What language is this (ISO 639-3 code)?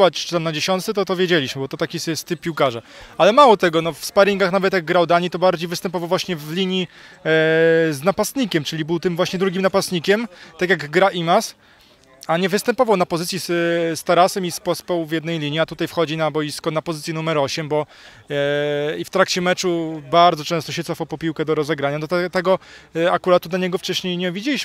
pol